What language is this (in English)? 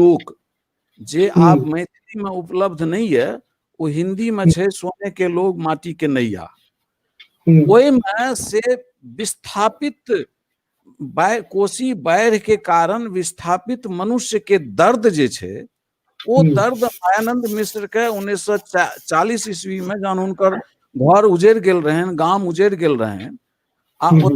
Maithili